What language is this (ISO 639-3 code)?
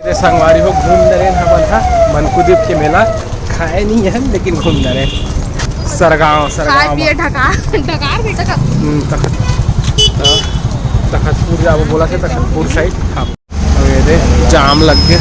hne